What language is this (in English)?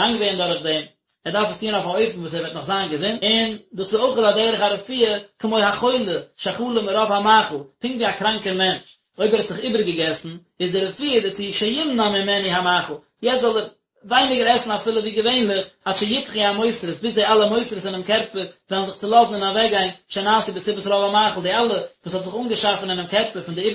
Yiddish